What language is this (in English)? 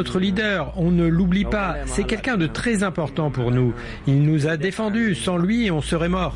French